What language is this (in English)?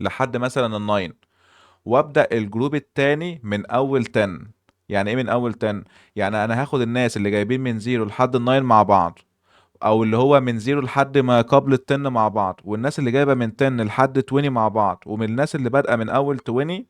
Egyptian Arabic